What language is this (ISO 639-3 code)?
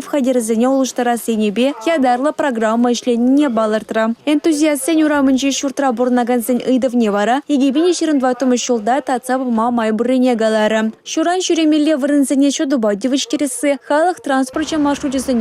chv